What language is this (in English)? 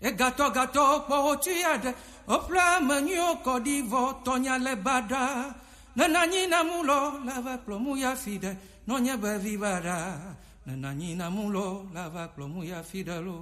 Gen